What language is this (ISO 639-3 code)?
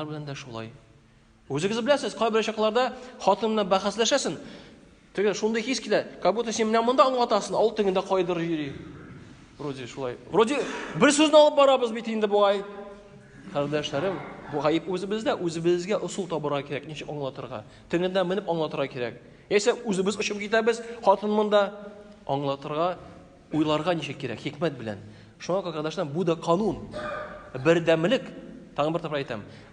tat